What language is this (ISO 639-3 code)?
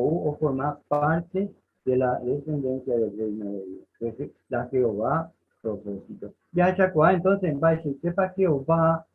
grn